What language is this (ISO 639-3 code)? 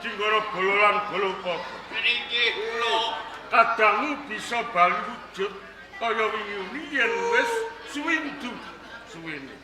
jav